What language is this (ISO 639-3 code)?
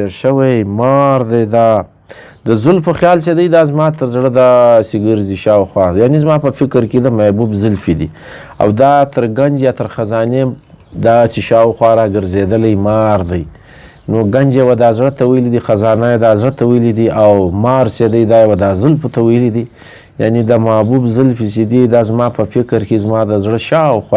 pus